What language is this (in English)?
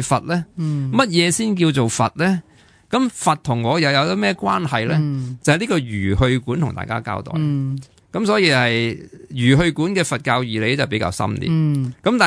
Cantonese